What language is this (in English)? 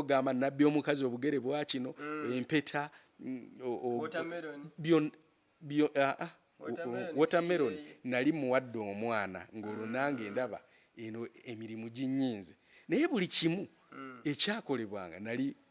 Ganda